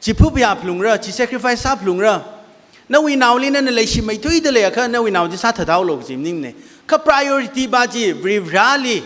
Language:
Tangkhul Naga (India)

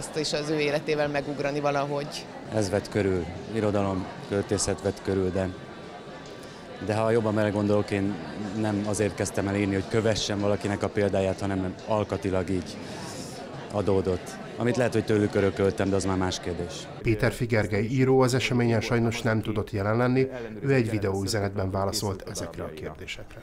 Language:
Hungarian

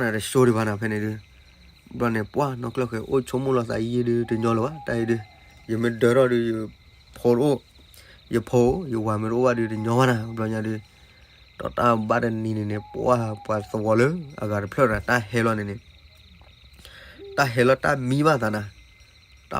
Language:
S'gaw Karen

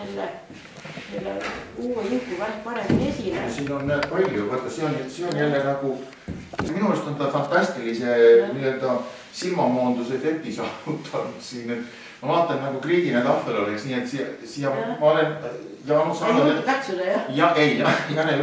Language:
Estonian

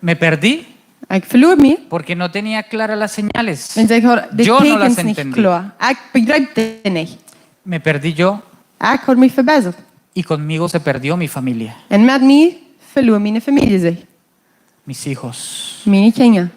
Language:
Plautdietsch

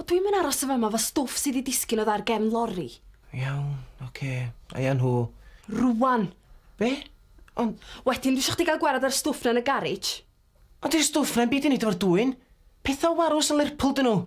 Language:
Welsh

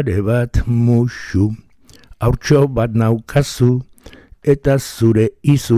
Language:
Basque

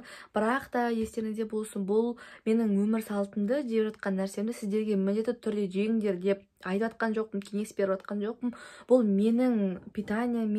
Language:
Kazakh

